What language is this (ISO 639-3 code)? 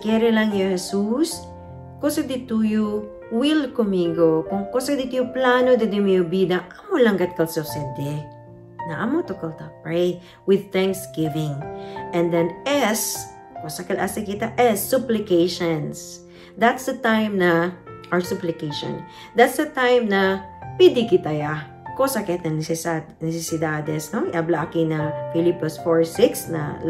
cbk